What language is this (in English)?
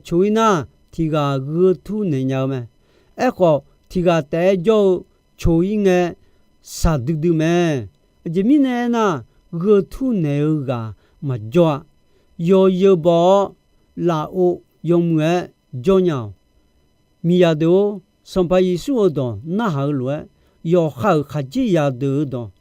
Akha